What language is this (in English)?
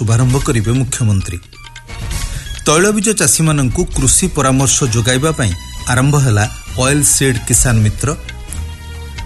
Odia